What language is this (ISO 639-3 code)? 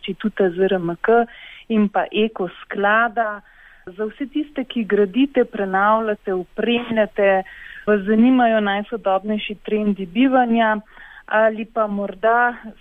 slv